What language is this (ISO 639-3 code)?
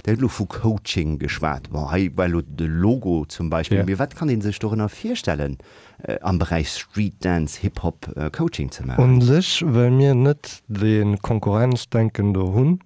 ltz